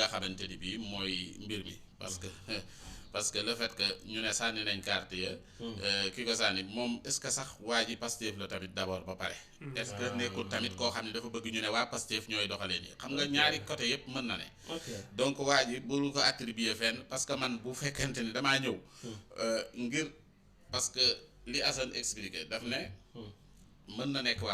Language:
Wolof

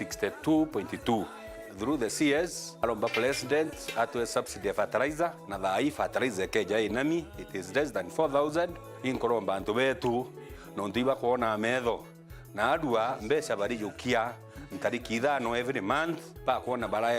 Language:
Meru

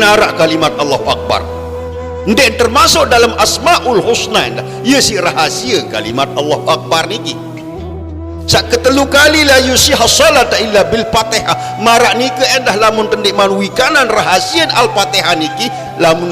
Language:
Sasak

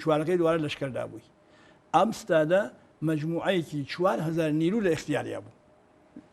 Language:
Central Kurdish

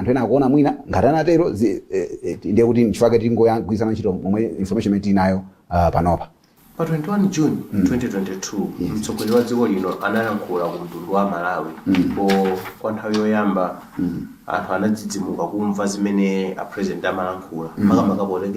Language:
Nyanja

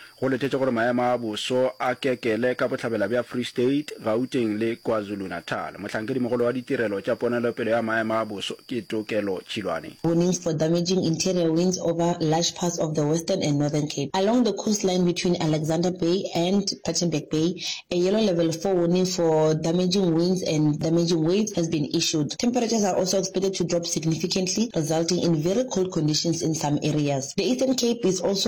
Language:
Northern Sotho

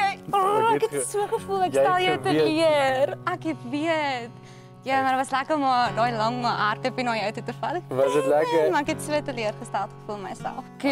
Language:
Afrikaans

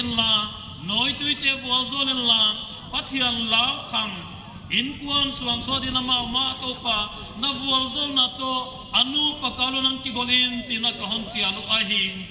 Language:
Paite Chin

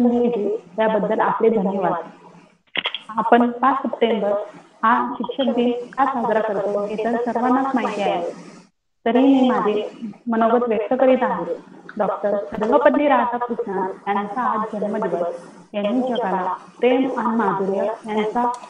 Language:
Marathi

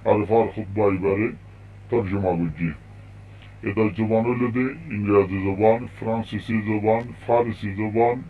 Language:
Rohingya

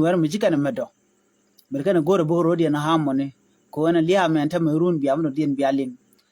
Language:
Nuer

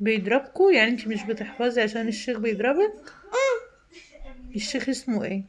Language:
Egyptian Arabic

